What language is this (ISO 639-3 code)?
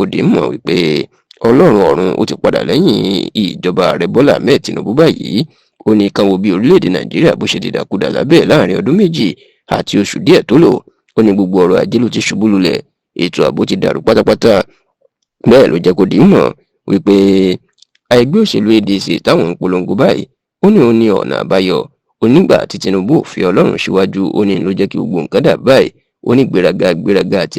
yor